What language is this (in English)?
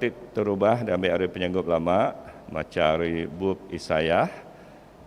Iban